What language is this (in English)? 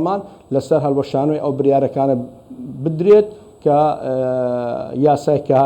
Central Kurdish